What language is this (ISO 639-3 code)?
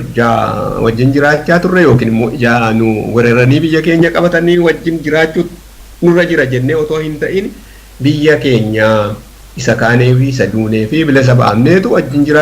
orm